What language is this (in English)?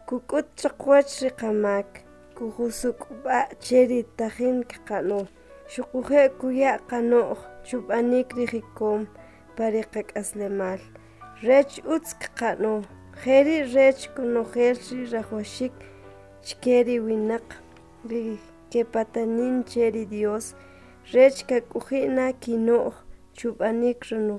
Kʼicheʼ